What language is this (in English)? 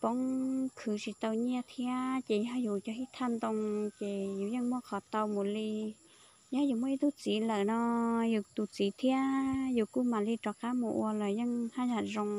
Hmong